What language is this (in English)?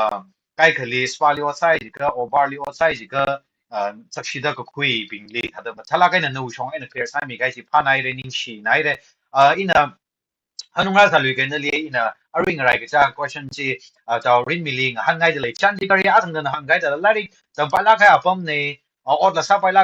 Tangkhul Naga (India)